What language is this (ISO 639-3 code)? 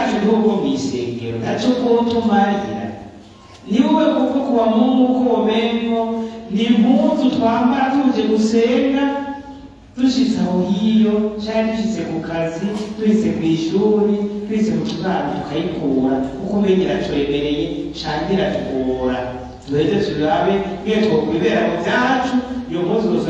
run